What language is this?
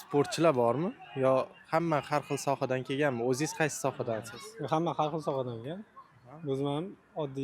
Uzbek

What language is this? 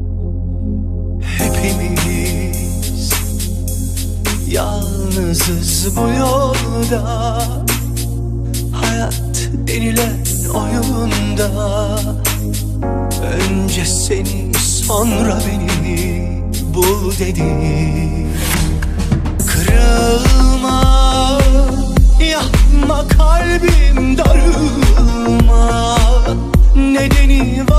Turkish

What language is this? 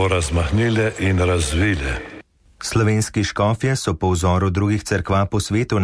Slovenian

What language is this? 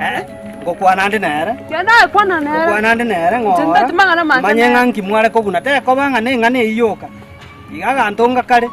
Gusii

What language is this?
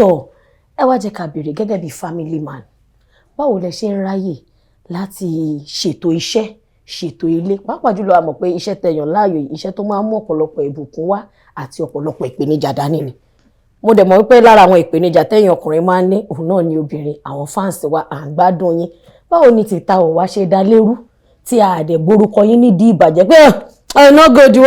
Yoruba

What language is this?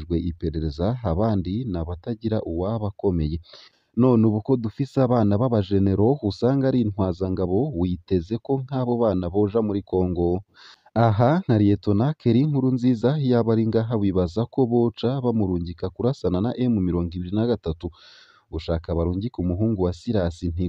Rundi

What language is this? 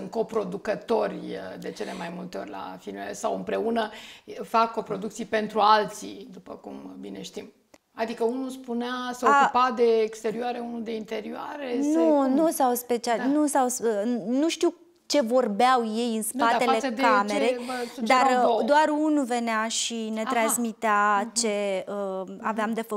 Romanian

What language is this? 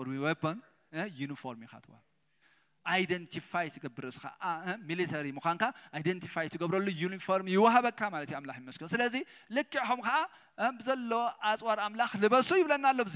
Tigrinya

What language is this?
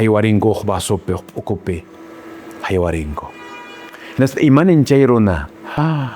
Quechua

